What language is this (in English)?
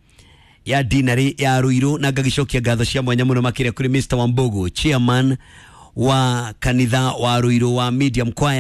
Kikuyu